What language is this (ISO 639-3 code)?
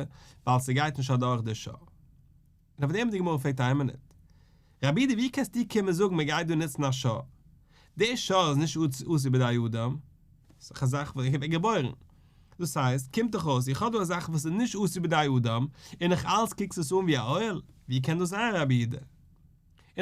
yid